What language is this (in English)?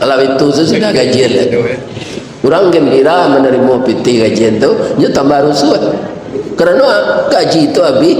Minangkabau